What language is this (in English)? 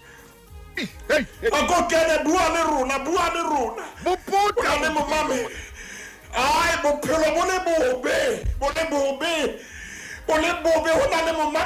Southern Sotho